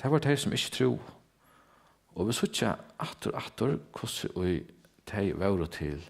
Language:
Faroese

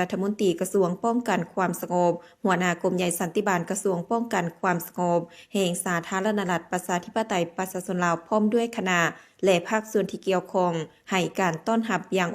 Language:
Lao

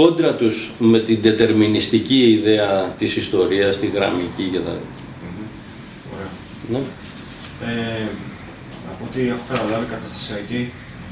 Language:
Greek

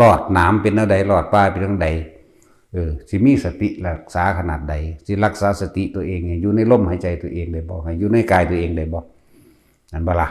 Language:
Northeastern Thai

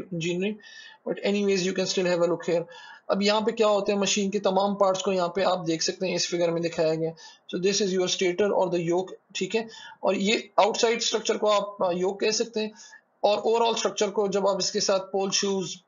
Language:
Hindi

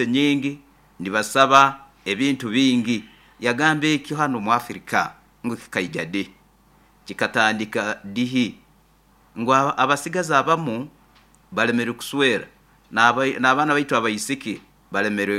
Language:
Nyoro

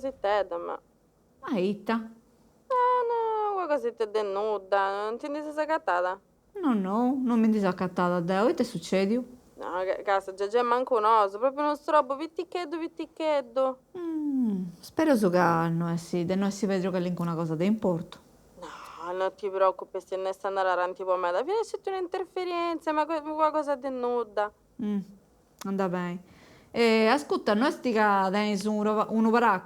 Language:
Sardinian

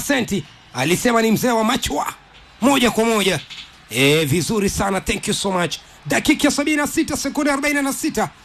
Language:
Swahili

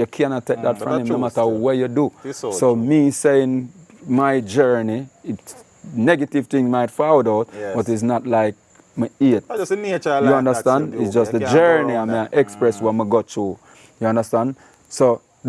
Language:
Jamaican Creole English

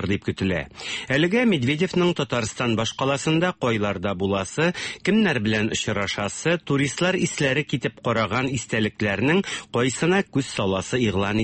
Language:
Tatar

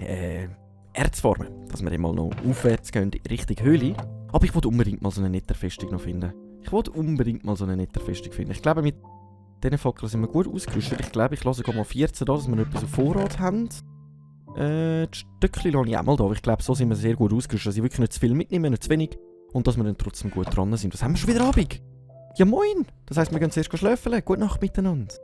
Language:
Swiss German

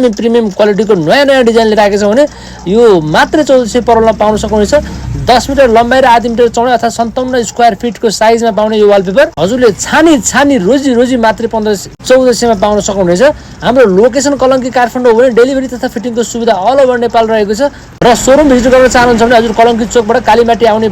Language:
Nepali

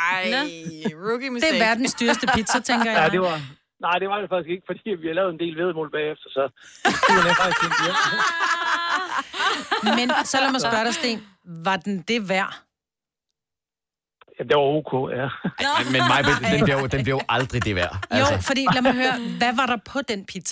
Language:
Danish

